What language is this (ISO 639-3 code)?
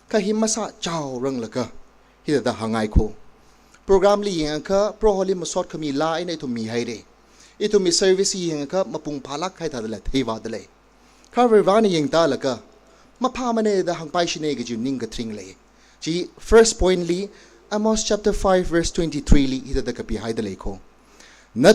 nmf